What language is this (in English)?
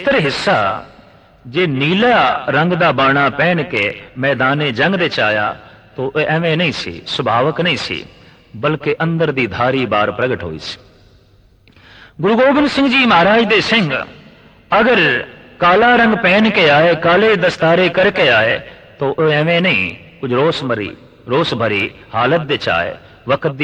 Punjabi